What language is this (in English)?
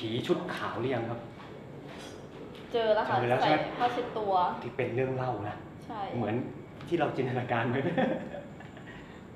Thai